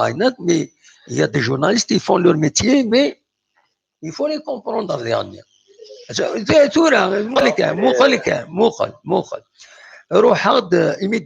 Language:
Kabyle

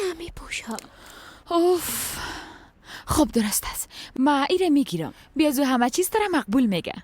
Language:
Persian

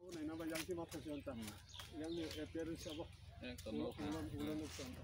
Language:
Kok Borok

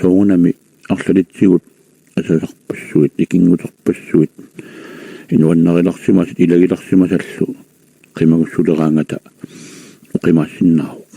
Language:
Kalaallisut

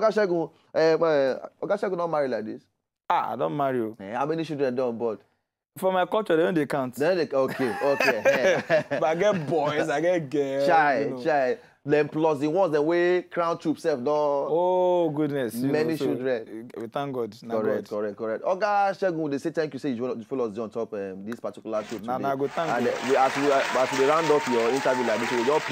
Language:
Nigerian Pidgin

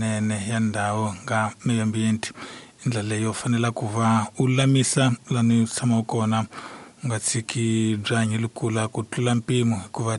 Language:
Tsonga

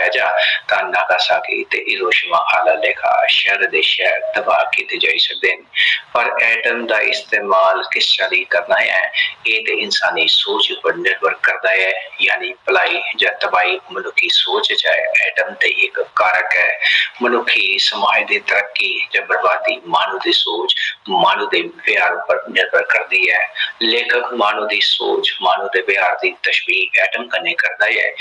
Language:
Dogri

